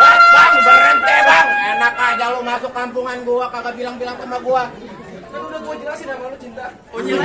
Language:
Betawi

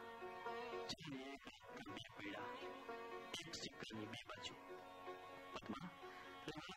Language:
Gujarati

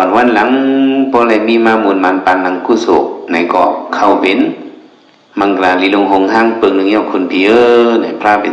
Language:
Shan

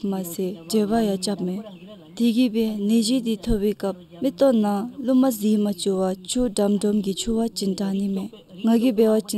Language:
Dzongkha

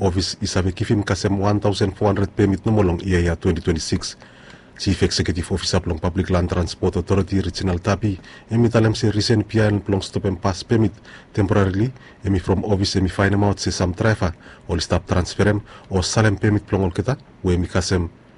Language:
Bislama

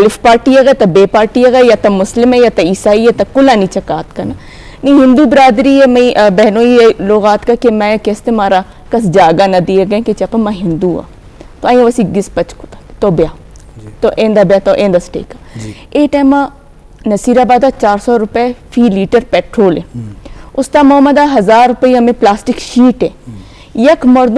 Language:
Eastern Balochi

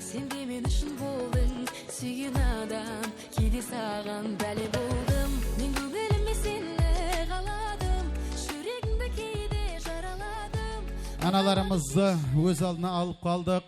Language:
Kara-Kalpak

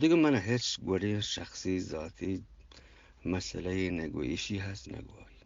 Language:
Eastern Balochi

